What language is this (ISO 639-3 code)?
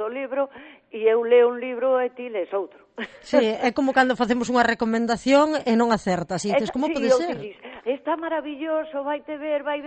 glg